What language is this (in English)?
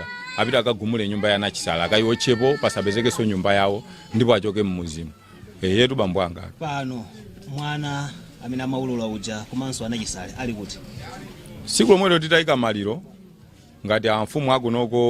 Nyanja